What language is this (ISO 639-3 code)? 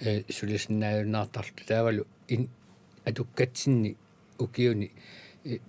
kal